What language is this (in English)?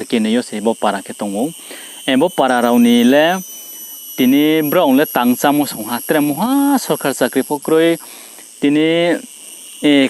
Riang (India)